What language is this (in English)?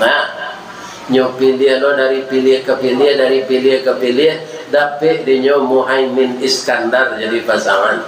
Minangkabau